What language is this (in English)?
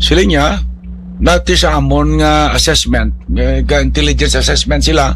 Hiligaynon